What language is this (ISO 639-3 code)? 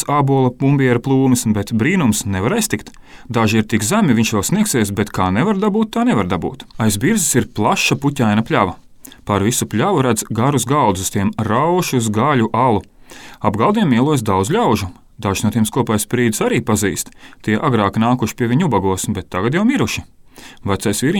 lav